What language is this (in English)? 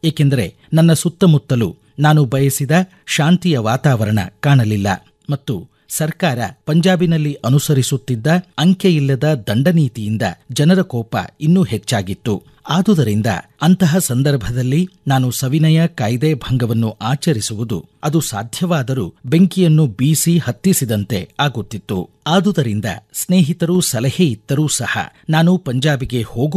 Kannada